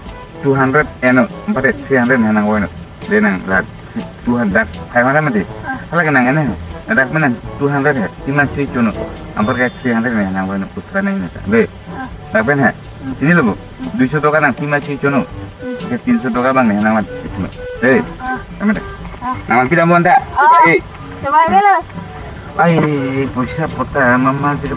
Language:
Karbi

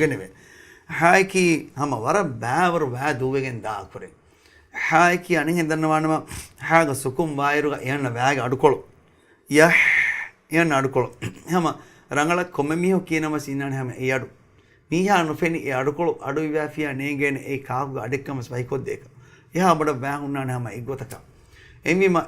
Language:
Divehi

